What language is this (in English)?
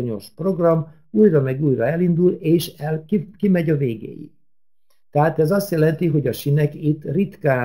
Hungarian